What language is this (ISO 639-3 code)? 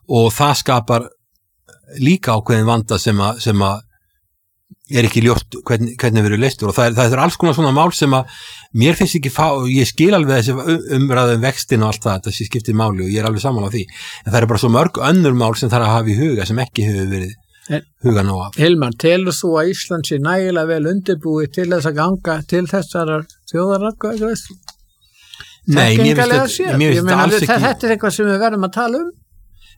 isl